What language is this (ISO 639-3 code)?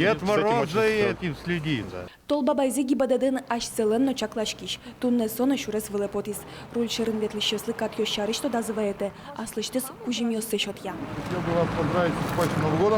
udm